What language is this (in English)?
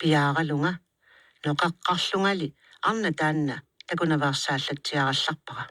Kalaallisut